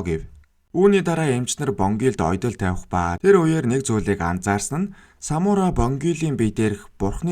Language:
Mongolian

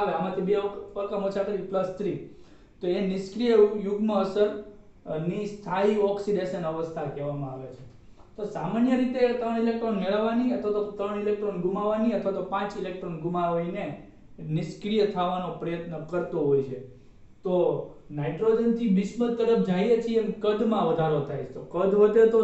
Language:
Gujarati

